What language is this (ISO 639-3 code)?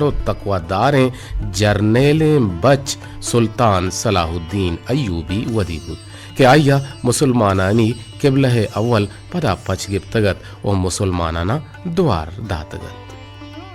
bal